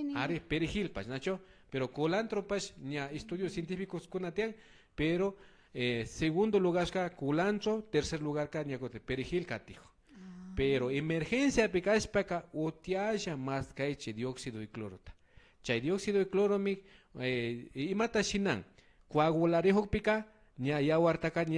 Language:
Imbabura Highland Quichua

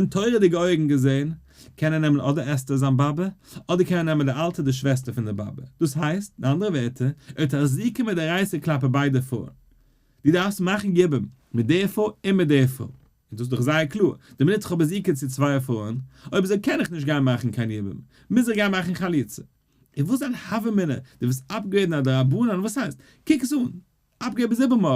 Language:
Yiddish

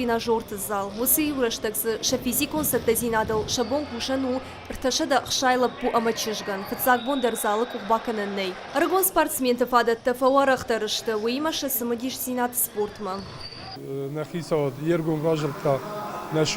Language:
Ossetic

